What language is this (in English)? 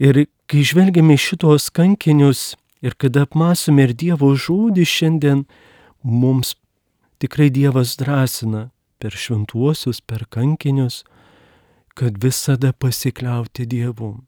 Lithuanian